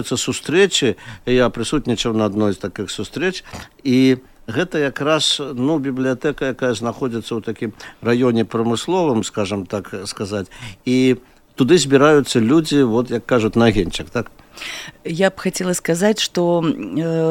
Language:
Belarusian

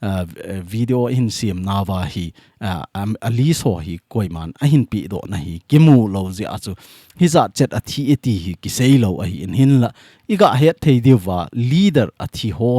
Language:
Thado Chin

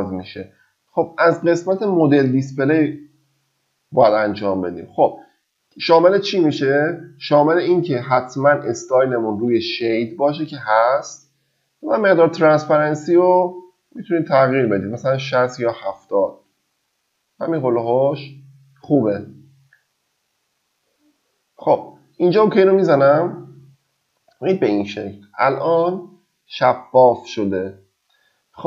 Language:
Persian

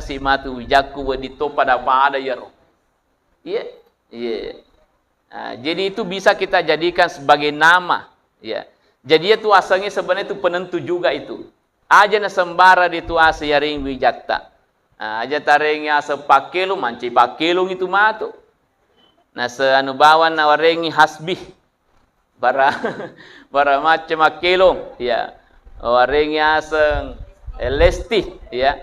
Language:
Buginese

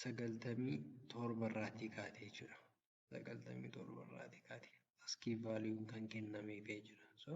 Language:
Oromo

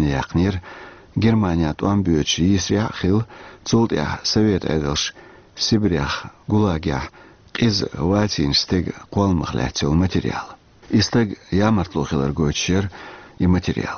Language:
Chechen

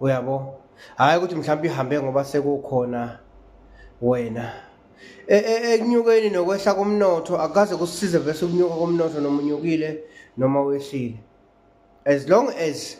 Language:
Zulu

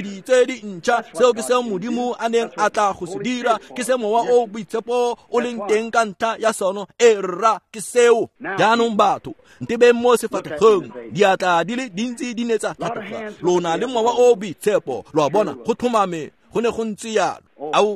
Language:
Tswana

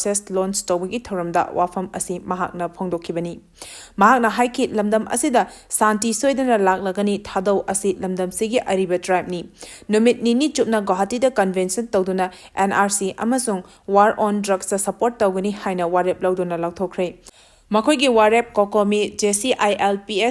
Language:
Manipuri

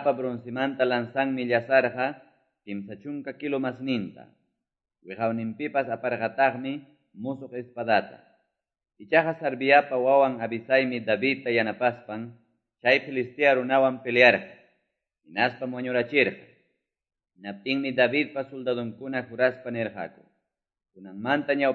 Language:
Quechua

